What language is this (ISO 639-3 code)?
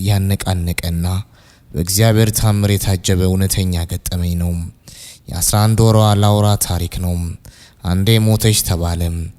amh